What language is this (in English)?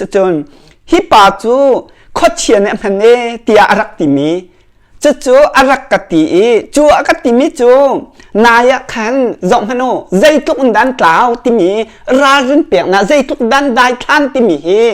Hakha Chin